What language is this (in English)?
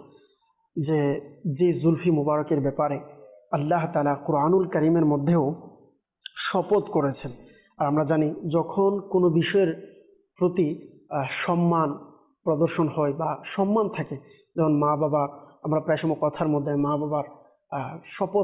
Bangla